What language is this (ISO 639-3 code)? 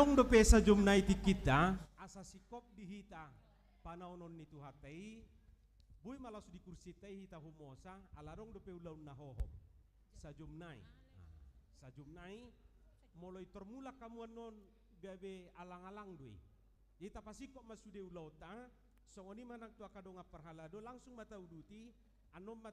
bbc